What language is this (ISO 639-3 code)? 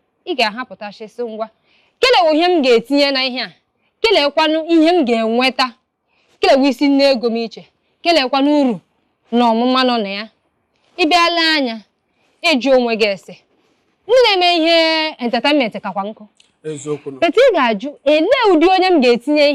ibo